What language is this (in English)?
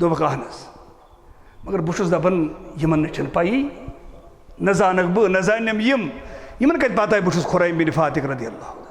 Kashmiri